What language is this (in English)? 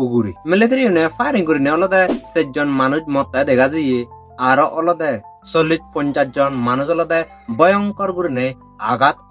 Chakma